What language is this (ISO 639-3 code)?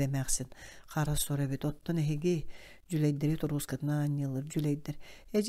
sah